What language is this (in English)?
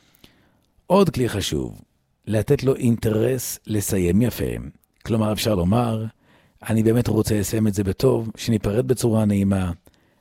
Hebrew